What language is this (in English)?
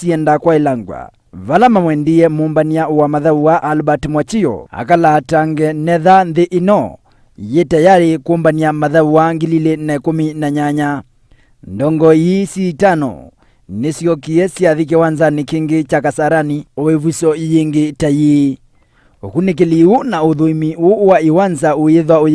Kamba